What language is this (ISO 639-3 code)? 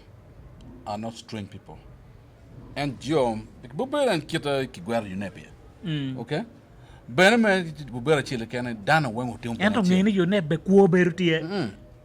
ach